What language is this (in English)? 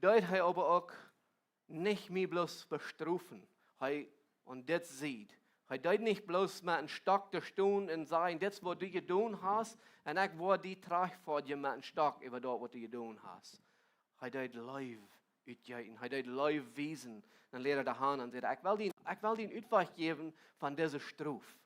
Plautdietsch